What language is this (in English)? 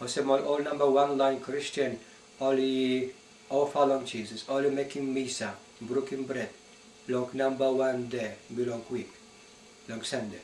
Tok Pisin